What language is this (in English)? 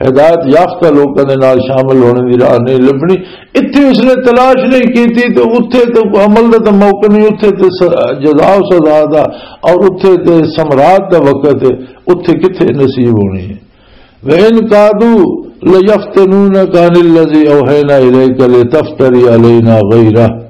Western Panjabi